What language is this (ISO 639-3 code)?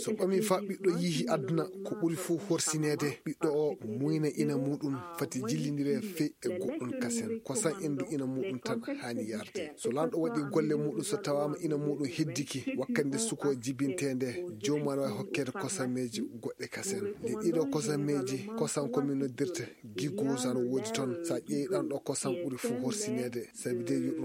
ful